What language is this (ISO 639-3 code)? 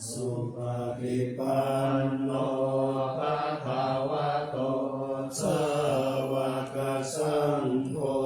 pli